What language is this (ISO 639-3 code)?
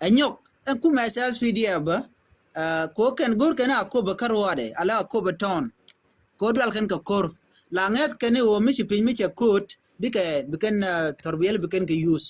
nus